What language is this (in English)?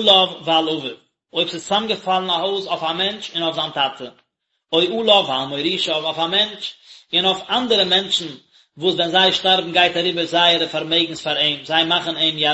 Yiddish